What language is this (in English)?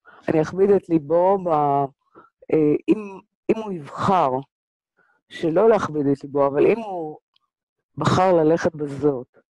Hebrew